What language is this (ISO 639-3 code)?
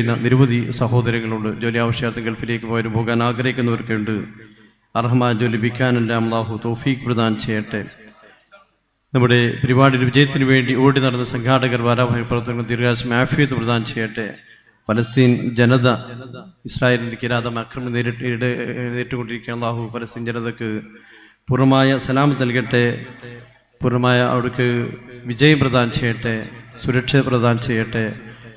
mal